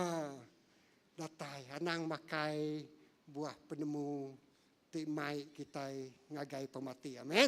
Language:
Iban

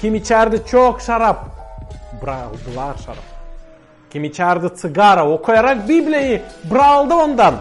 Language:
Gagauz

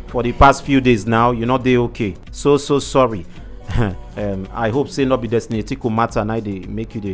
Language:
Nigerian Pidgin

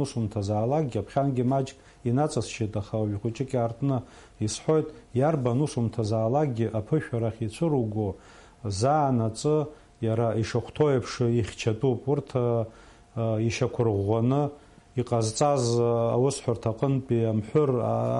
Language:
Abkhazian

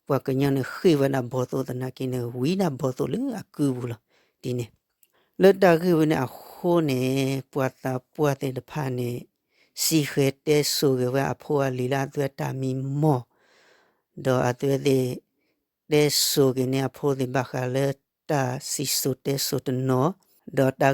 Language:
S'gaw Karen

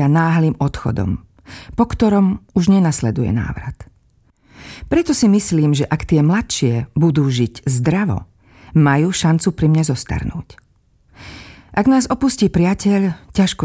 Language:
Slovak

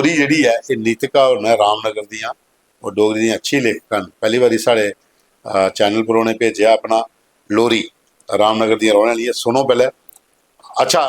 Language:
Dogri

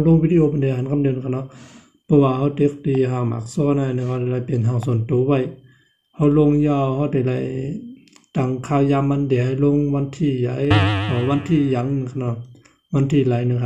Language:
Shan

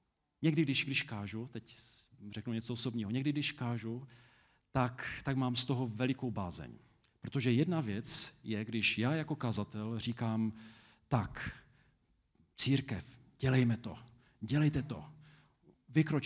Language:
Czech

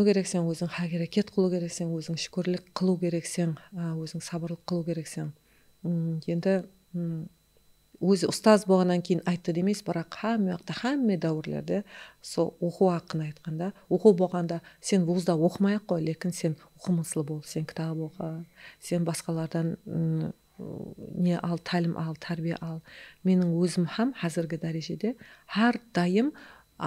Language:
Kara-Kalpak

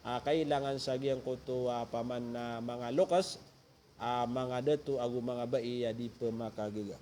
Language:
Maranao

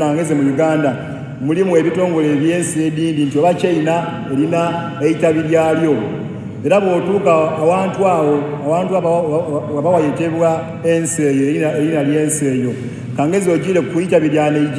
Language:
Soga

